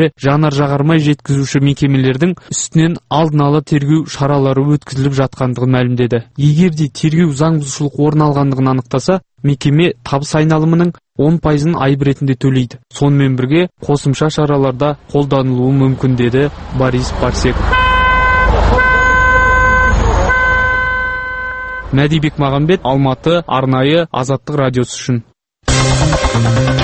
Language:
Kazakh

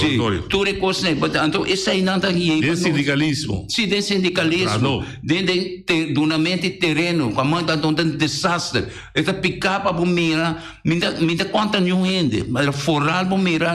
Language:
Papiamento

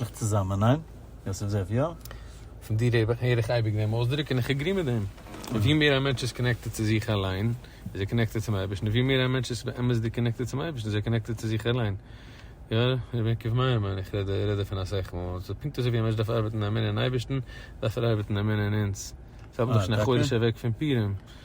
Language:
Yiddish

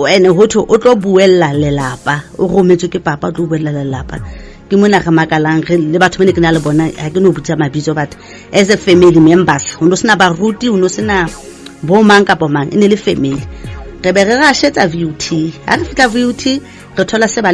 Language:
Southern Sotho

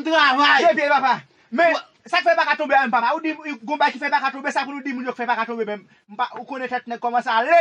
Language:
Haitian Creole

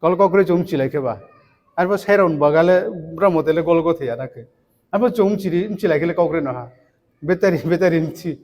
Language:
Riang (India)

